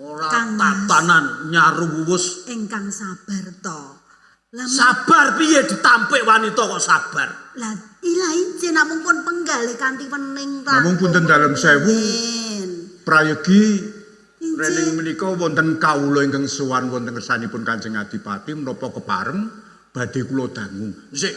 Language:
Javanese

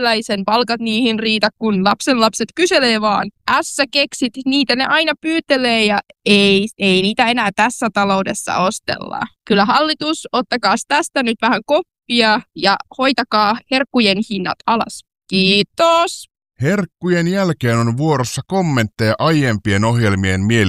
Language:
Finnish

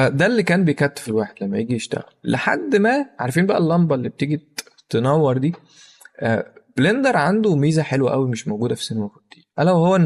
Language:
Egyptian Arabic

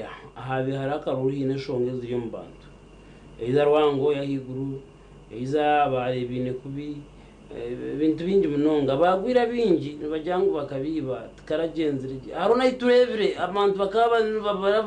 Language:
Nyankole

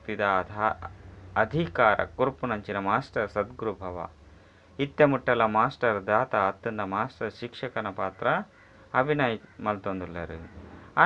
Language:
Tulu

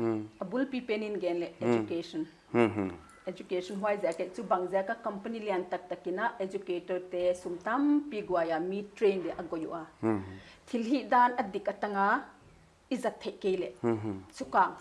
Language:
Paite Chin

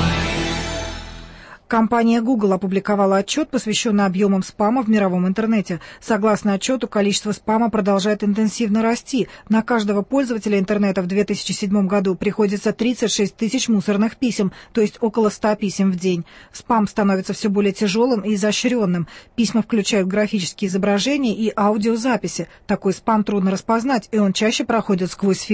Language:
Russian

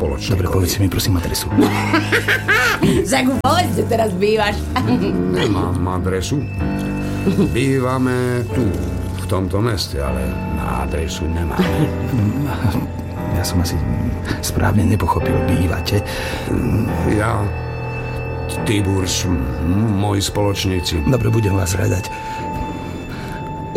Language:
Slovak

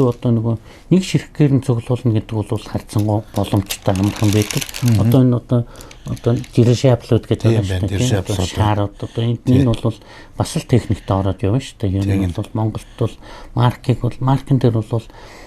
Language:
Mongolian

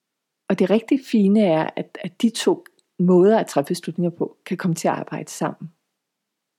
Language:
Danish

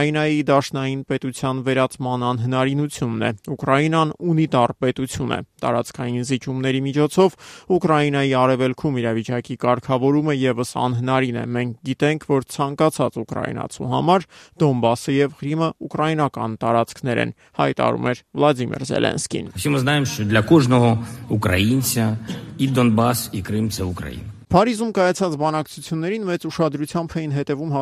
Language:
Armenian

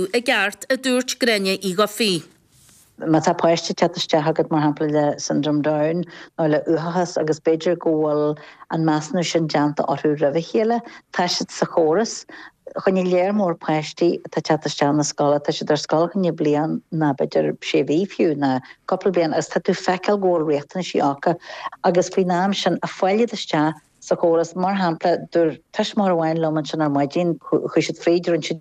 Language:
Irish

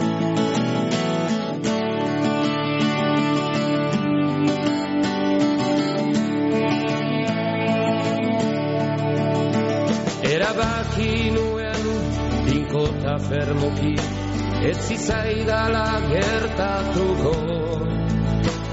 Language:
Basque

